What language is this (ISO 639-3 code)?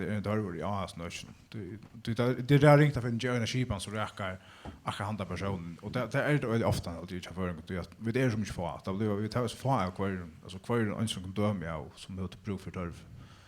fao